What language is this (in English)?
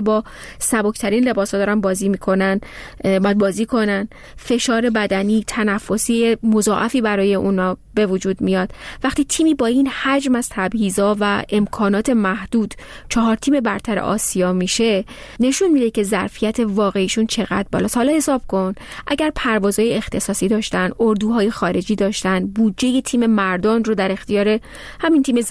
Persian